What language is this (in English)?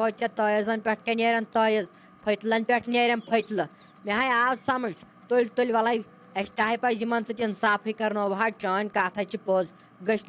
Kashmiri